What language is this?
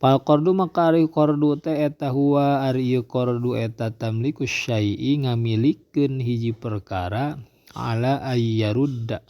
Sundanese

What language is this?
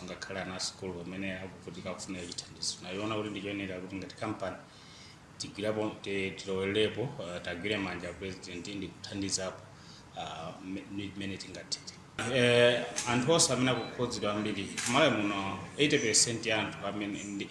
Nyanja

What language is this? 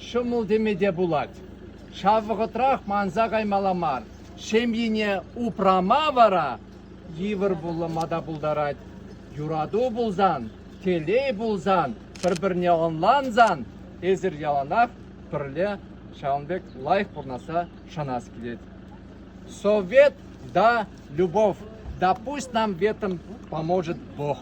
Chuvash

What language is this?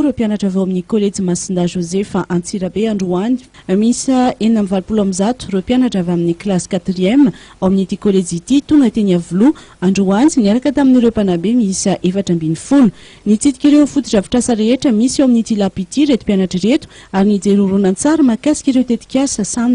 Malagasy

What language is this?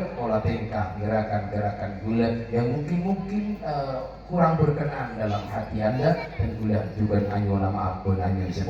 Madurese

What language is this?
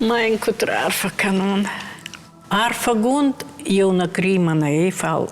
Ossetic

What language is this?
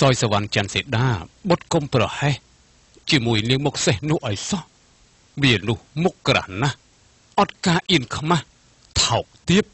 Khmer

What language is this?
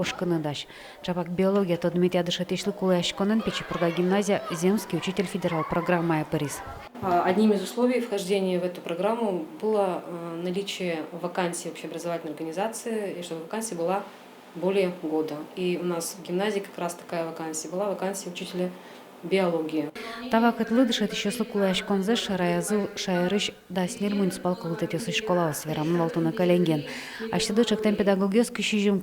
Udmurt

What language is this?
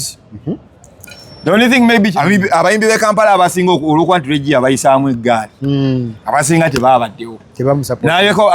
Ganda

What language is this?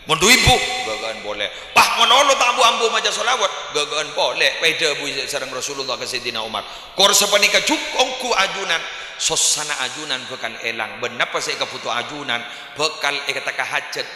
Madurese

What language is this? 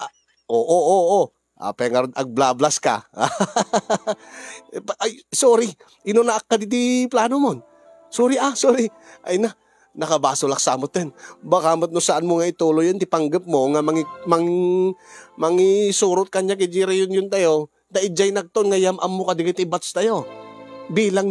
Iloko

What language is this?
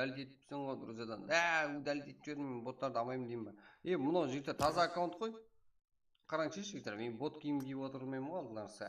Kara-Kalpak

